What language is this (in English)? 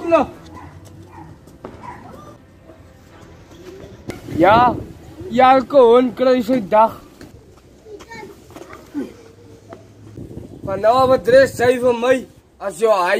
Afrikaans